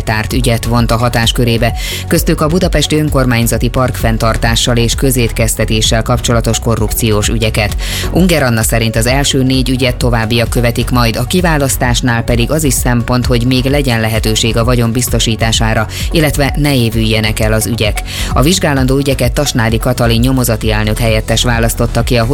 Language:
Hungarian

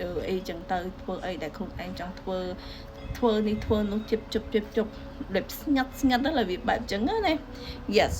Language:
Khmer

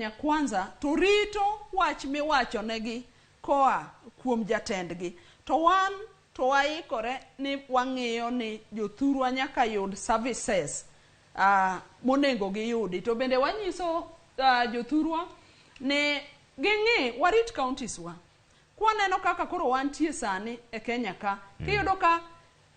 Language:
Luo (Kenya and Tanzania)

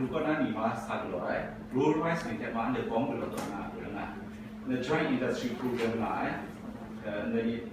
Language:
Kachin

